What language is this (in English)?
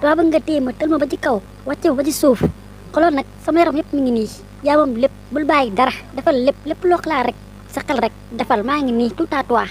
Wolof